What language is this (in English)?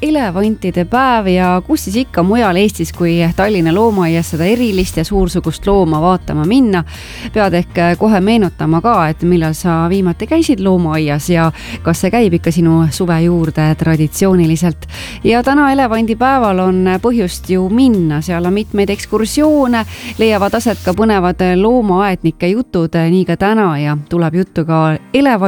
Estonian